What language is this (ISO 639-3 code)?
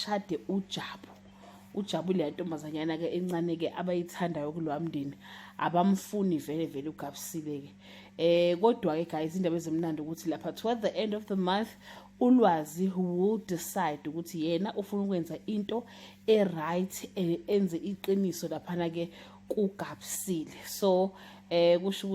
zul